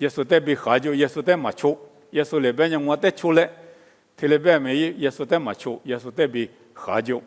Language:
Lisu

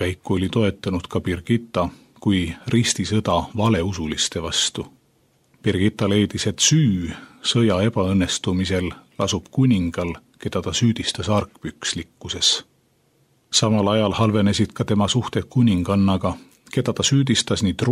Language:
Estonian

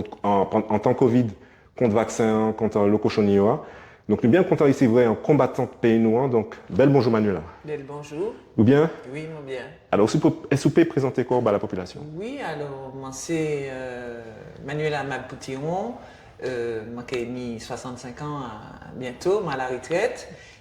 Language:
Guadeloupean Creole French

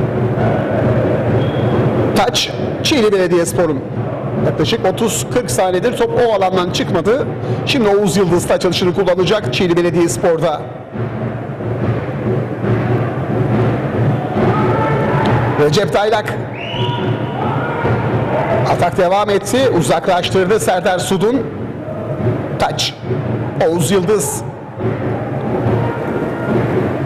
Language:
Turkish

